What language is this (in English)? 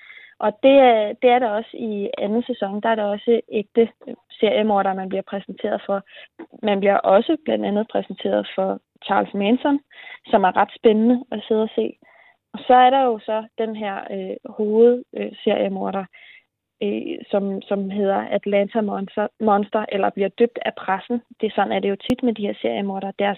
Danish